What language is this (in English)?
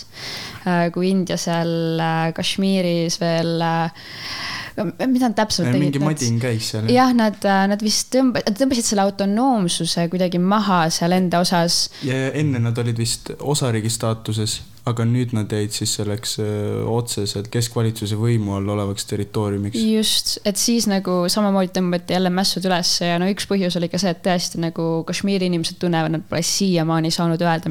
Estonian